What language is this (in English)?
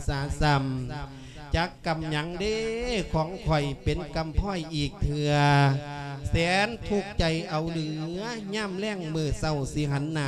Lao